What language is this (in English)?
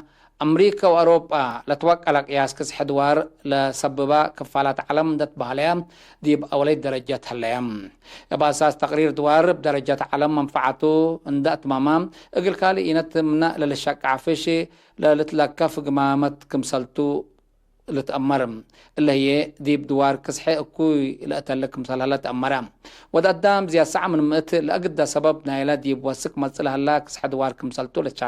Tigre